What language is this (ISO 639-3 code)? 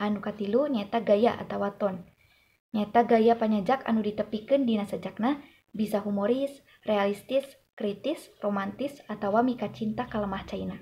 sun